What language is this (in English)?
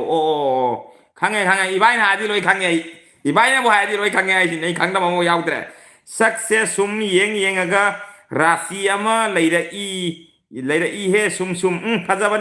Manipuri